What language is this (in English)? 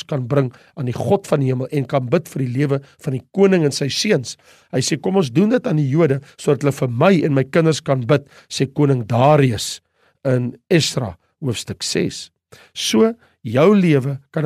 Afrikaans